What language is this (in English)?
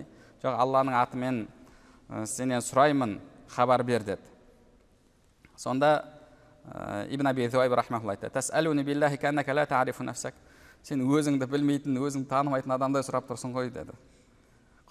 Kazakh